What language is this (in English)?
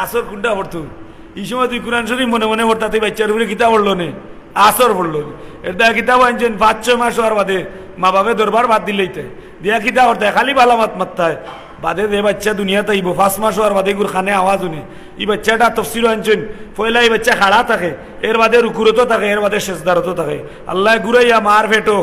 Sylheti